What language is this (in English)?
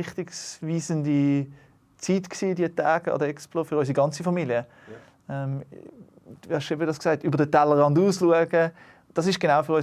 Swiss German